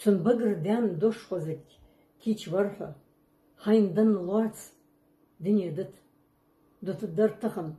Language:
Ingush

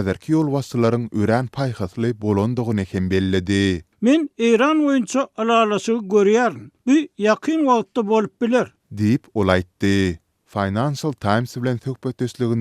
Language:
Turkmen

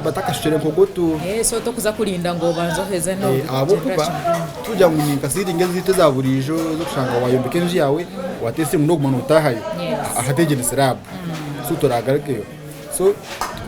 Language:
Nyankole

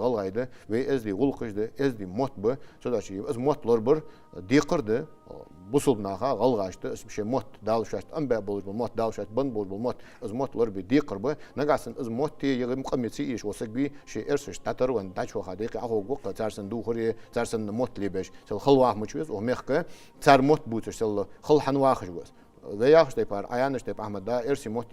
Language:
Ingush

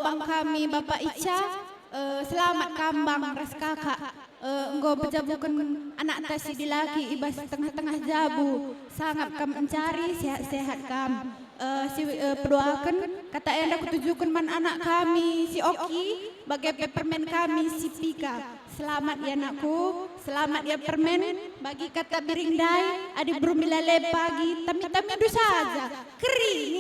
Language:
Batak Karo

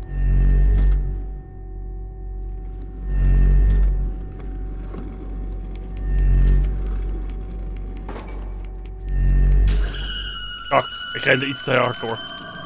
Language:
Dutch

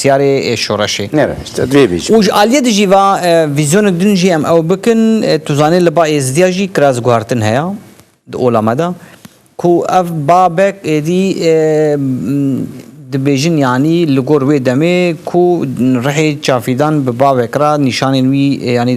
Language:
Kurdish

